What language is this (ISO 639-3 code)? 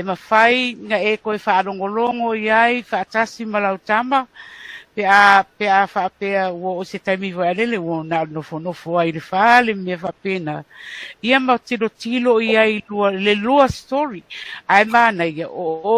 smo